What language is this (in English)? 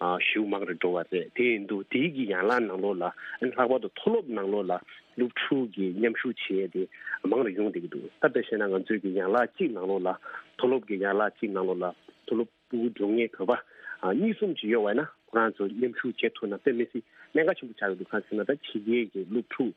Tibetan